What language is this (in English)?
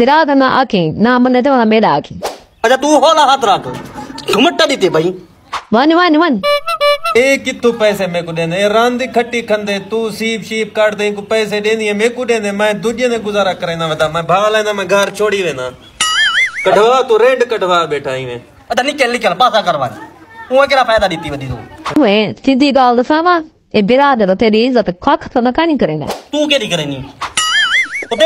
Saraiki